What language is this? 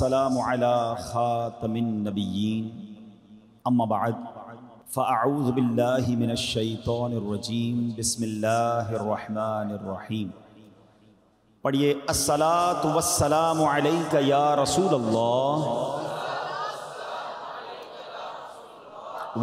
Urdu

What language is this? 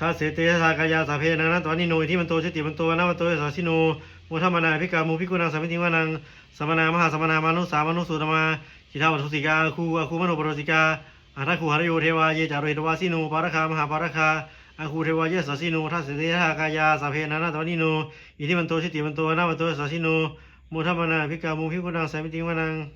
Pali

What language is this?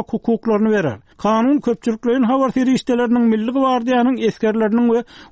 Turkmen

